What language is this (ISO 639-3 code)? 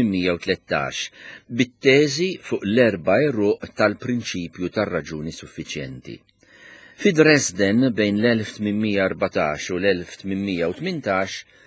mlt